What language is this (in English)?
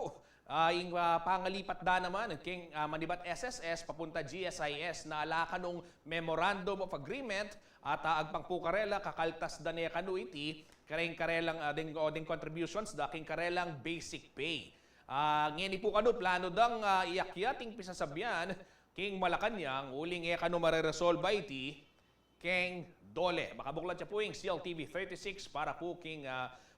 Pampanga